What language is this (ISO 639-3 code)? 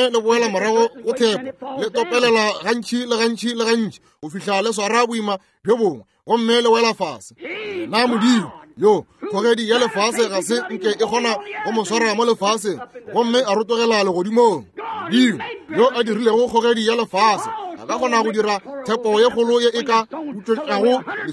nso